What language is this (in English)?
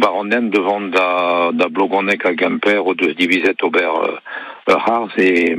Breton